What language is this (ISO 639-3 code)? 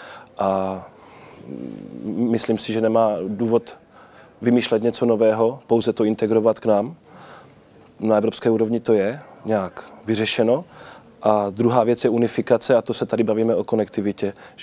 ces